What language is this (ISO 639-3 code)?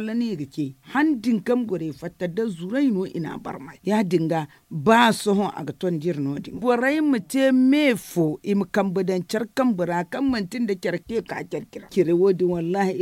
dje